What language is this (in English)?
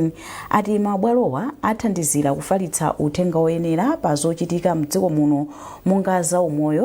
Nyanja